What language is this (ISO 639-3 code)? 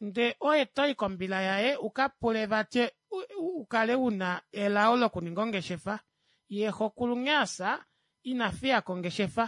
kua